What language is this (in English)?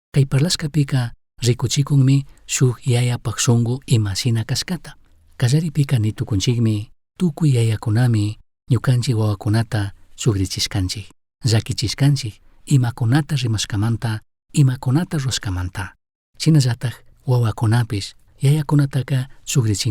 Chimborazo Highland Quichua